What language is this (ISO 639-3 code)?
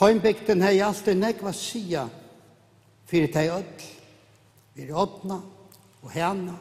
fao